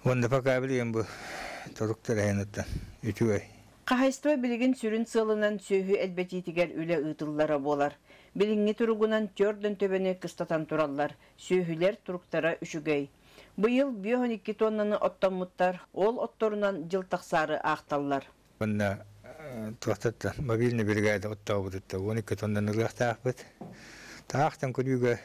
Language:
Yakut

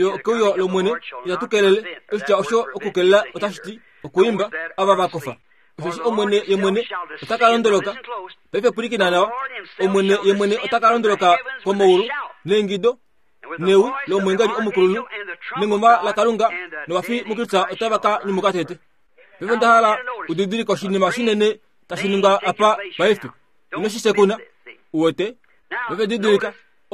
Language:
Kuanyama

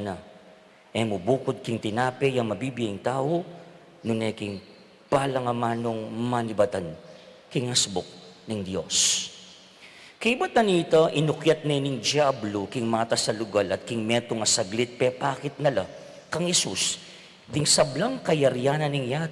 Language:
Pampanga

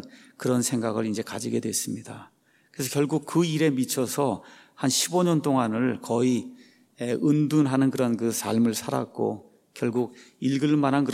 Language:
Korean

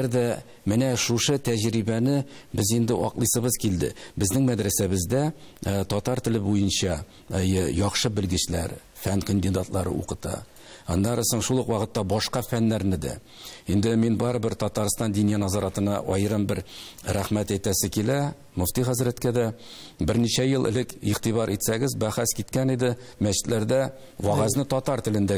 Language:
Tatar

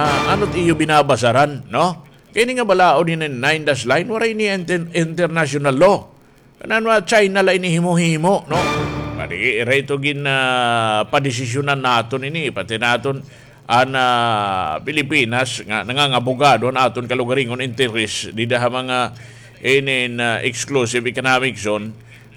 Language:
Waray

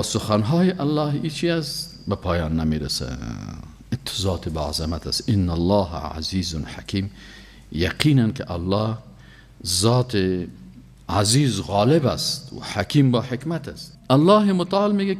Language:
Persian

